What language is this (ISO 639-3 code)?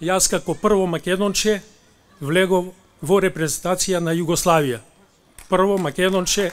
mkd